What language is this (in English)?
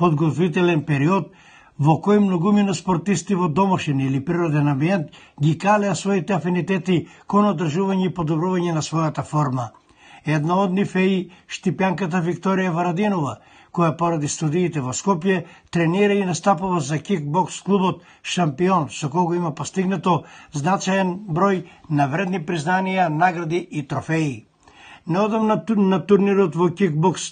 Macedonian